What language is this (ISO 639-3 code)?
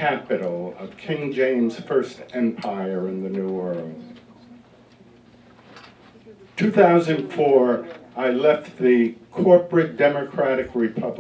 eng